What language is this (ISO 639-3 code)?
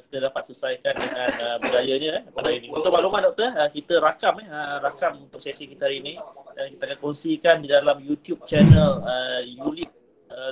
msa